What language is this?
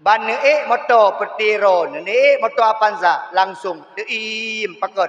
Achinese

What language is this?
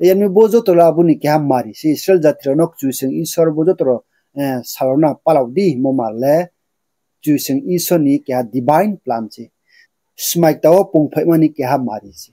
Riang (India)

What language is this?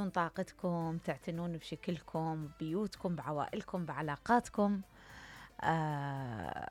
Mesopotamian Arabic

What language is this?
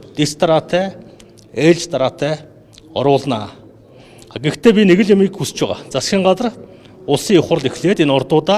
Mongolian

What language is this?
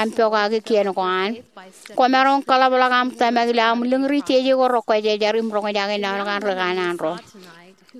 Marshallese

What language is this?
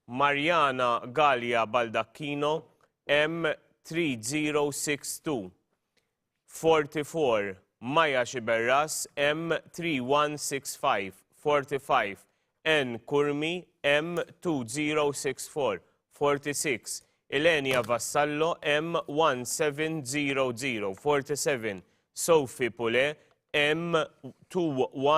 Maltese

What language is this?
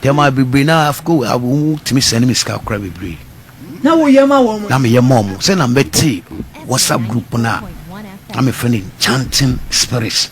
Akan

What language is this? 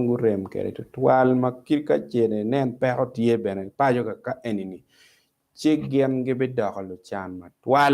Acoli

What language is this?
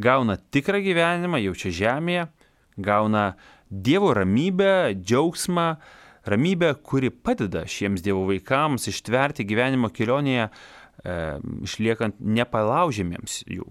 Lithuanian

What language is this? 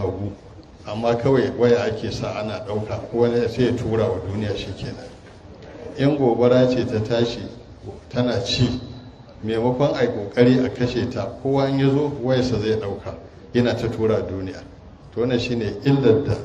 Hausa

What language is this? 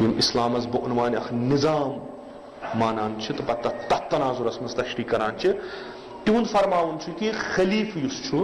Kashmiri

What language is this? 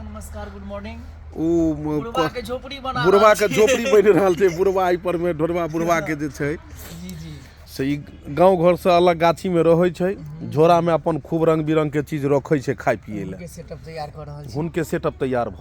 Maithili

